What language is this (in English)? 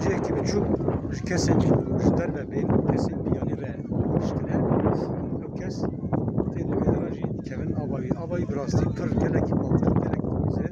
Kurdish